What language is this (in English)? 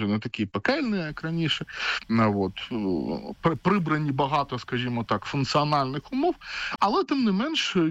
Ukrainian